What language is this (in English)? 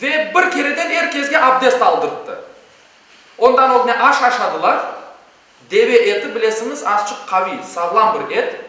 Crimean Tatar